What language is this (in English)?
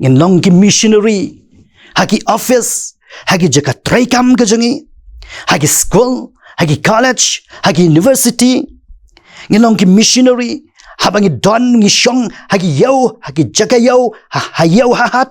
Khasi